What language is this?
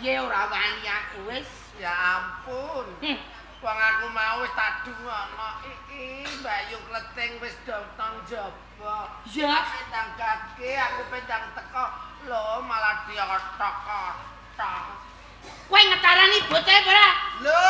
Javanese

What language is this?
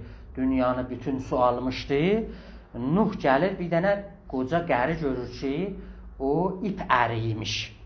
South Azerbaijani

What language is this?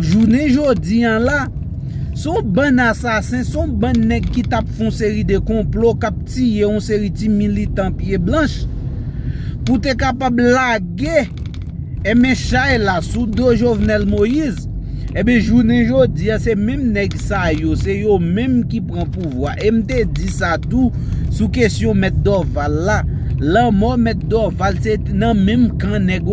Haitian Creole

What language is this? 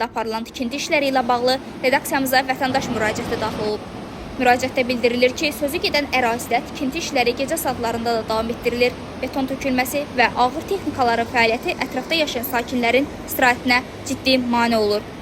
Azerbaijani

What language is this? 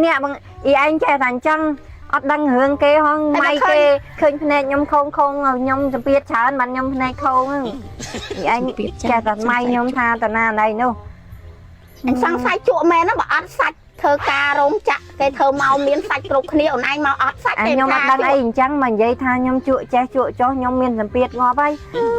Khmer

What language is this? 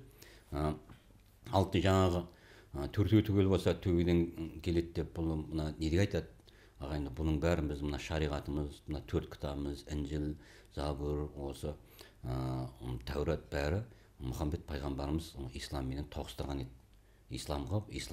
Kazakh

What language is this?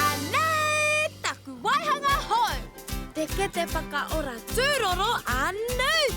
Māori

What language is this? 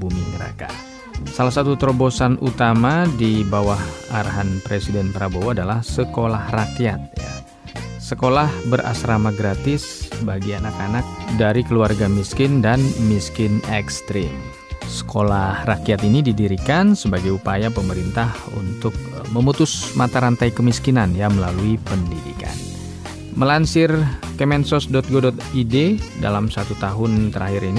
Indonesian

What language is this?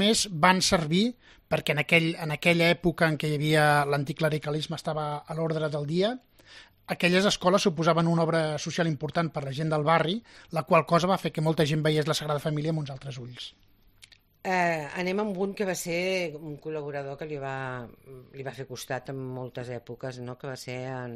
Catalan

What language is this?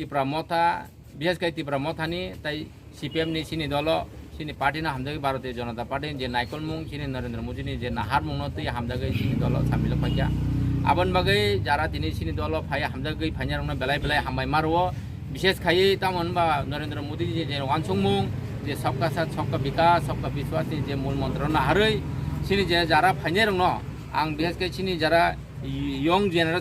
Kok Borok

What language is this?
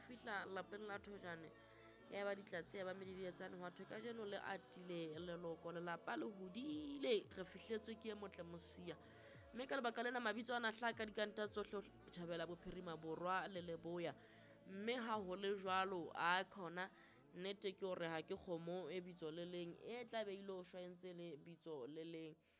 Southern Sotho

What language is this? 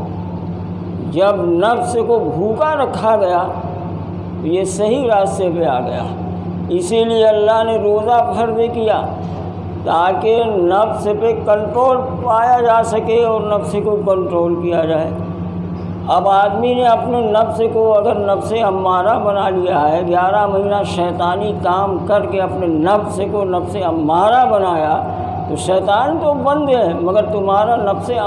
Urdu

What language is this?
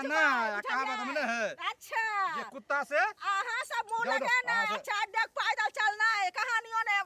Maithili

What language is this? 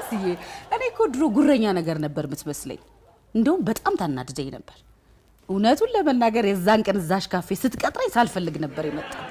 Amharic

